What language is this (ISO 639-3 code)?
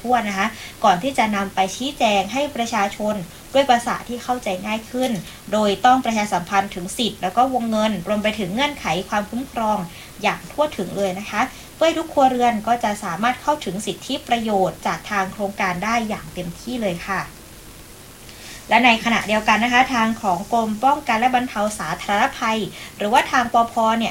tha